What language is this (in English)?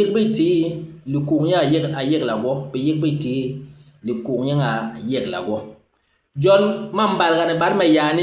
Basaa